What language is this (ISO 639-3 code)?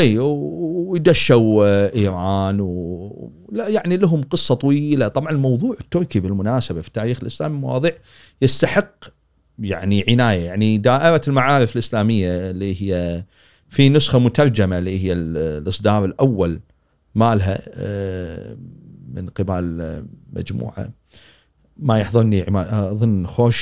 afb